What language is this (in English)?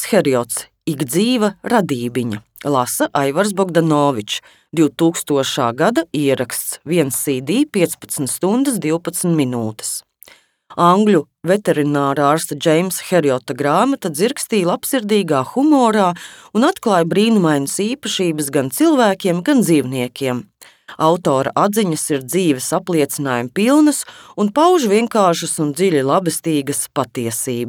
Latvian